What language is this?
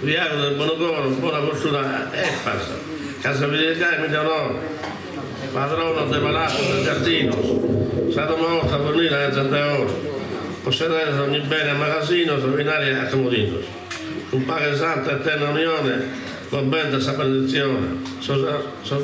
Sardinian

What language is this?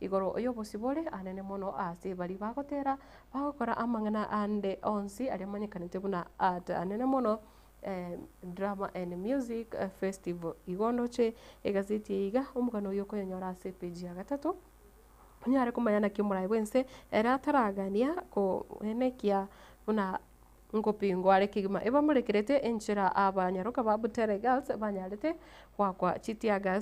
Gusii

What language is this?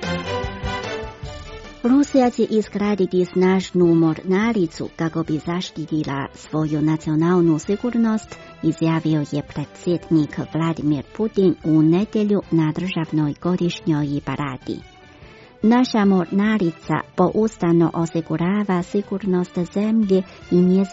Croatian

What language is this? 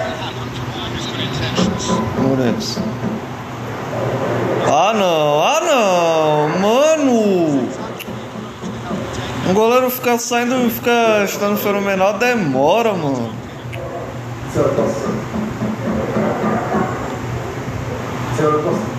Portuguese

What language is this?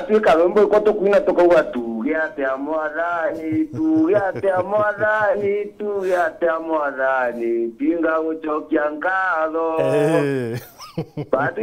Meru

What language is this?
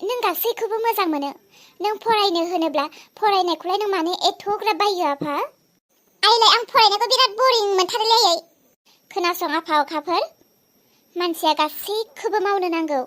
Bodo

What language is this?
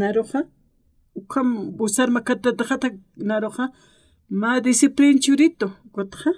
Aymara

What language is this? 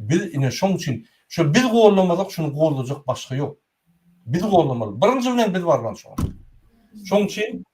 Turkmen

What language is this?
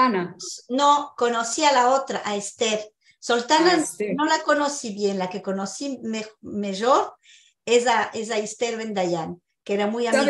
Ladino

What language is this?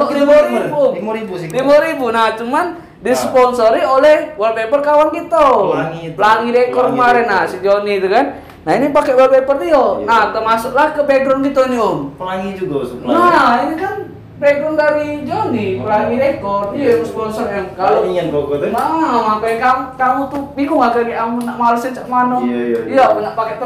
Musi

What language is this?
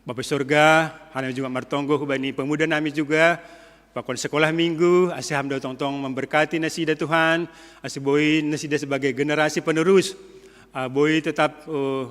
Batak Simalungun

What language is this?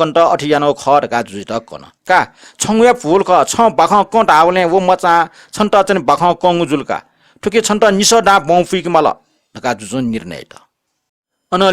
Newari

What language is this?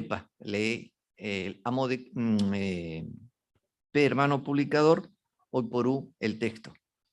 Guarani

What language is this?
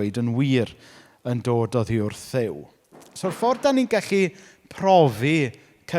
Welsh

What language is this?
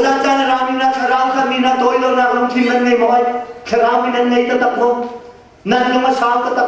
Hakha Chin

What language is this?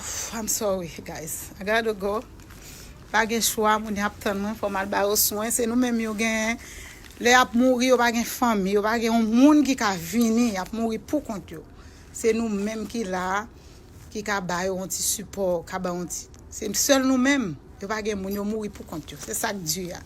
Haitian Creole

